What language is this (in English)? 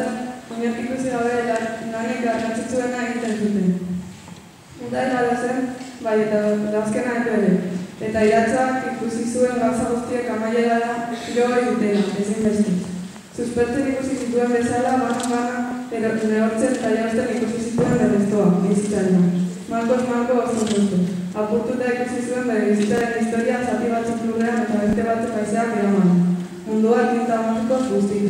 Basque